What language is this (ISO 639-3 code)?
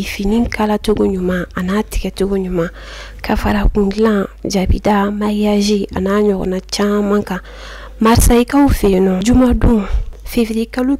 bam